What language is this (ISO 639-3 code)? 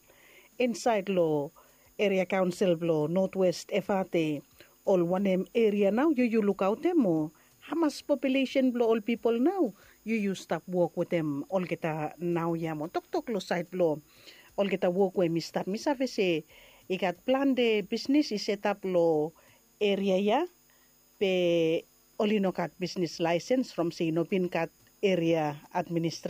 bis